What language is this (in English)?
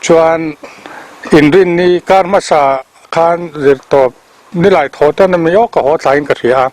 Mizo